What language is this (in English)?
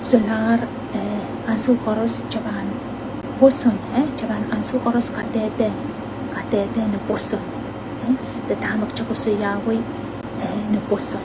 Pohnpeian